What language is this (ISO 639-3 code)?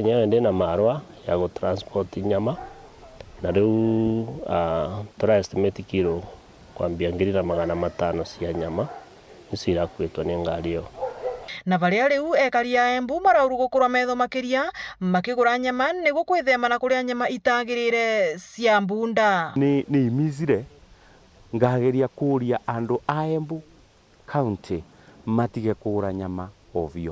mer